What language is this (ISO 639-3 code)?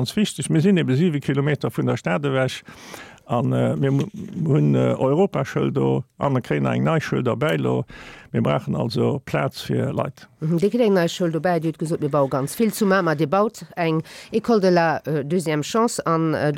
ltz